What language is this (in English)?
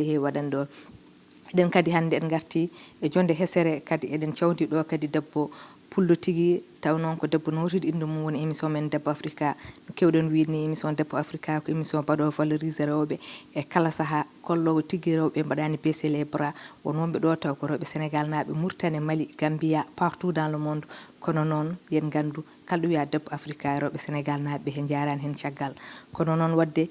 Fula